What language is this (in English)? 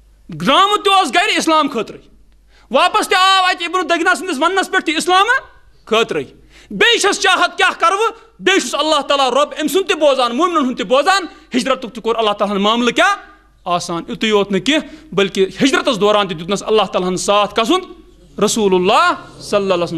Kashmiri